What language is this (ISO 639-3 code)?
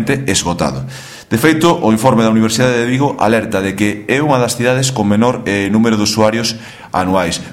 glg